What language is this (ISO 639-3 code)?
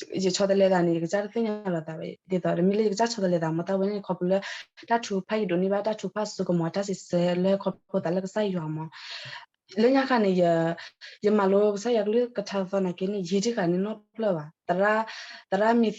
ksw